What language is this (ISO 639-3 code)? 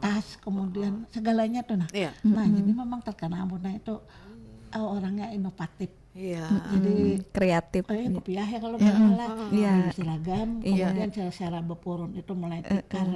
bjn